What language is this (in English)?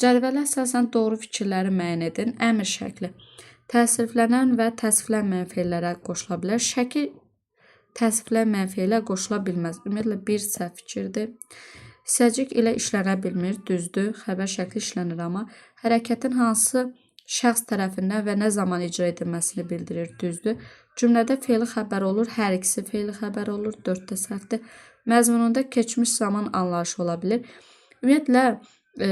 Azerbaijani